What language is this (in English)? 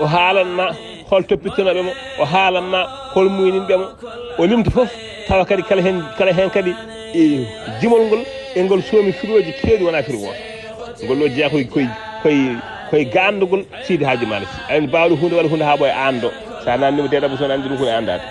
Fula